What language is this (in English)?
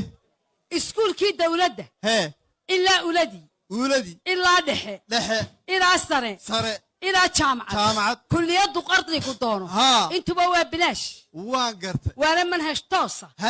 Somali